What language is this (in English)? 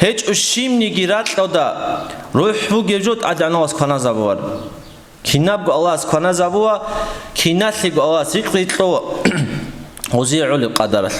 Avaric